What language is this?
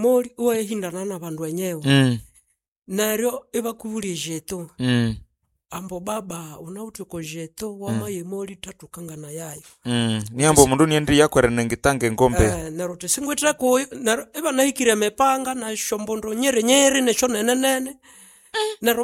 Nande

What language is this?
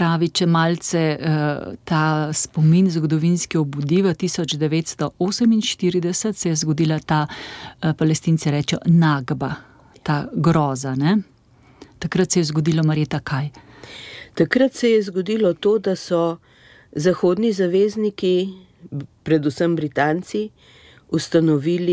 Slovenian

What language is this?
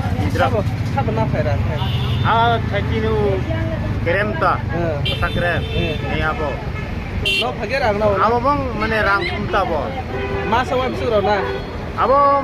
Kok Borok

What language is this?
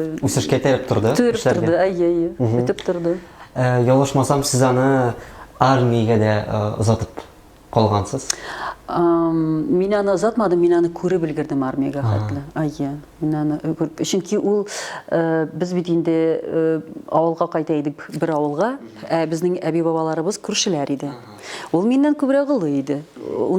Tatar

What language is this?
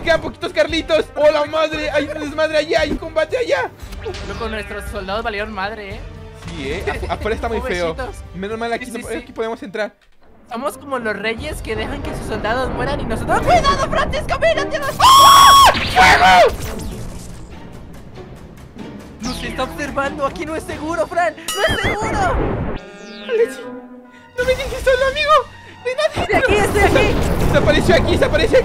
Spanish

